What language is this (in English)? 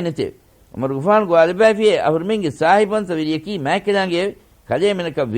Divehi